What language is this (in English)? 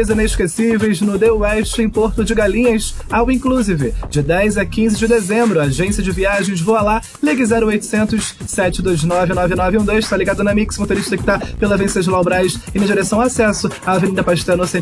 Portuguese